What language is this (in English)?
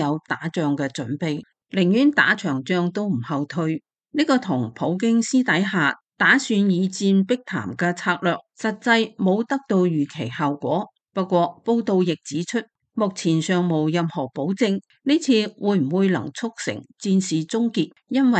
Cantonese